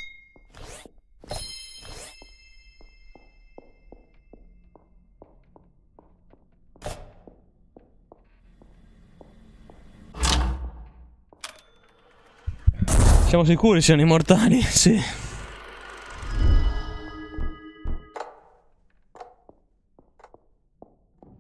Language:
Italian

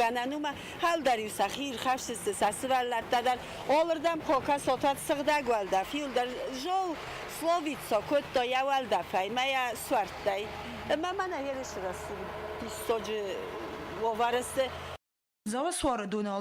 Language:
Ossetic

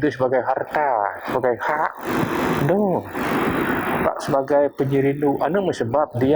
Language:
Biatah Bidayuh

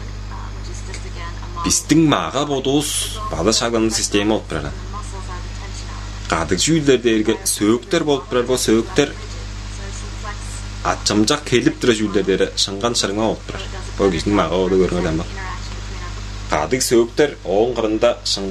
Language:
Tuvinian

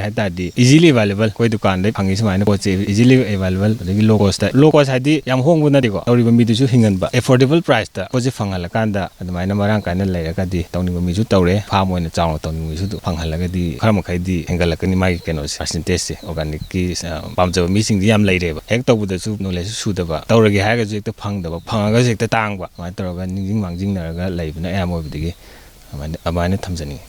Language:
Manipuri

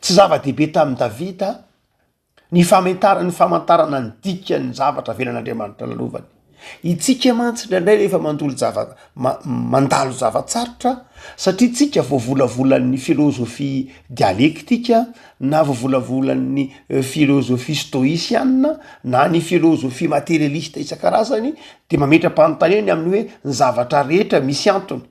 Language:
Malagasy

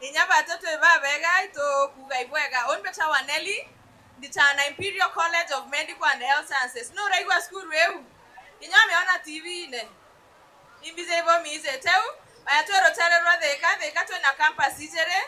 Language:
Meru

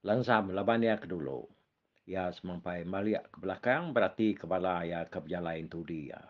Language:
Iban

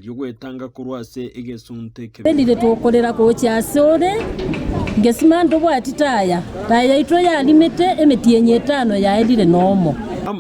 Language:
Gusii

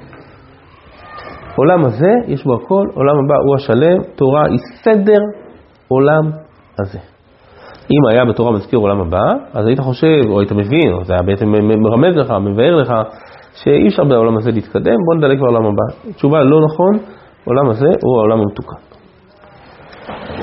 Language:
Hebrew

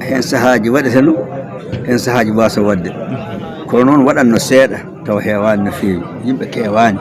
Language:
Fula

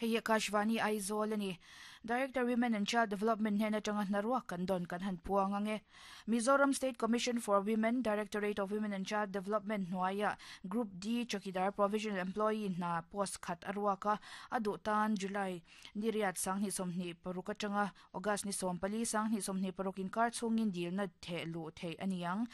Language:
Mizo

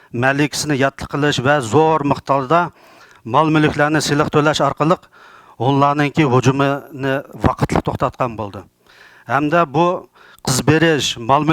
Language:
Uyghur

